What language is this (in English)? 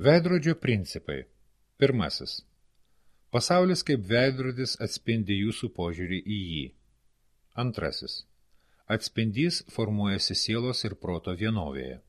Lithuanian